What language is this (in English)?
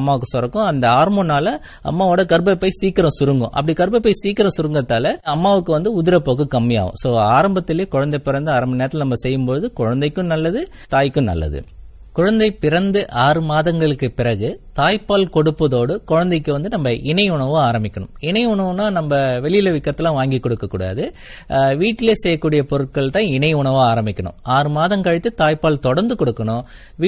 Tamil